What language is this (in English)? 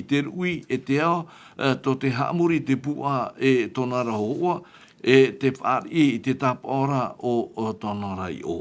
Tahitian